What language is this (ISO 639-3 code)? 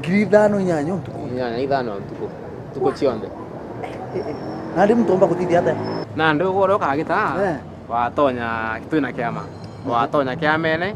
mer